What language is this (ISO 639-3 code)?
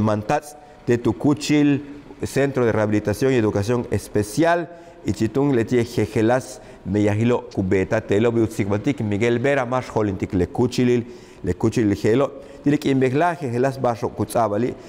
yua